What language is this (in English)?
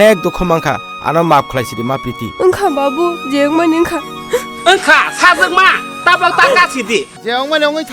Kok Borok